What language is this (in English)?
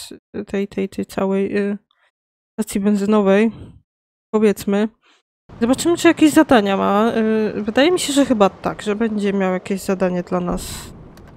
Polish